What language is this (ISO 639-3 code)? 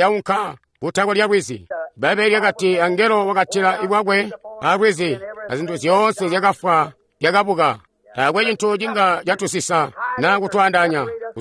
toi